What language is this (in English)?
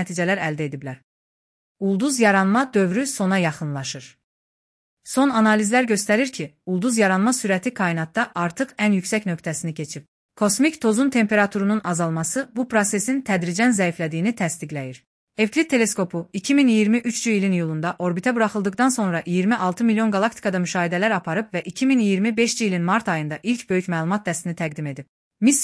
Azerbaijani